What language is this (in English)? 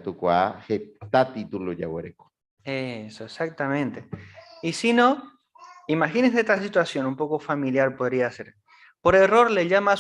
Guarani